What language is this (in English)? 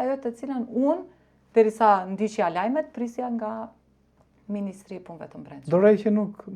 Albanian